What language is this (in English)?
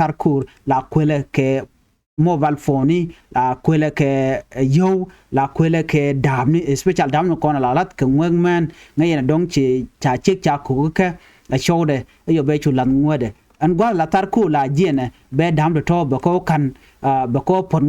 Nuer